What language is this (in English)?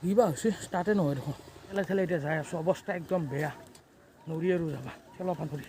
Assamese